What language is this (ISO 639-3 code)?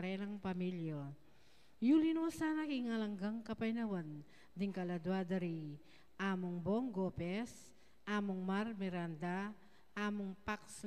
pam